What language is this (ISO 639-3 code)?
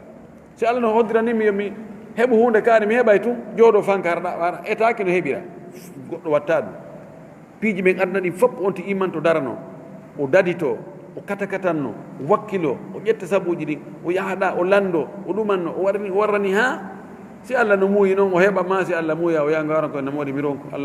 ful